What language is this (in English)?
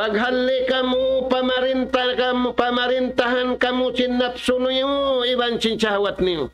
Tausug